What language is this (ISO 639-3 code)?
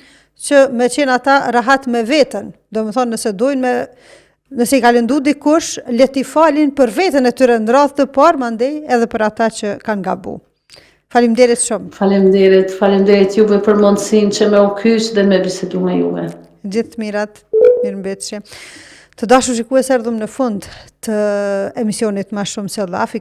sqi